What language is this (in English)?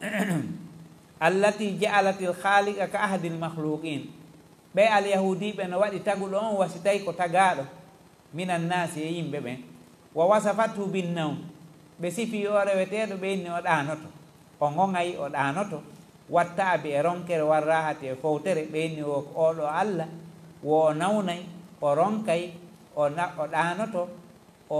Fula